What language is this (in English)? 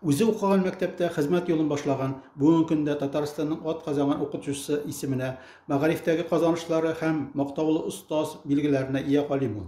Tatar